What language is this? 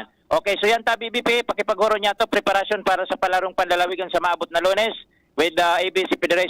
Bikol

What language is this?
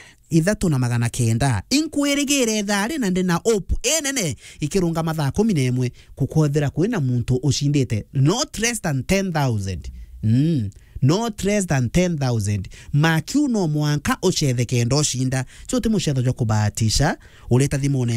Meru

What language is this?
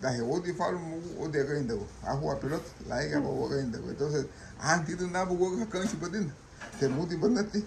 Garifuna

